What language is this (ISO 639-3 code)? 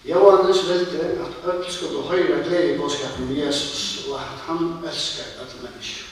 fao